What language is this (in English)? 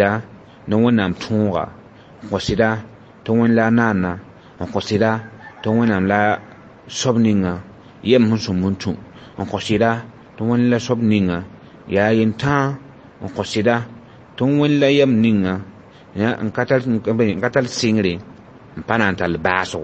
Mossi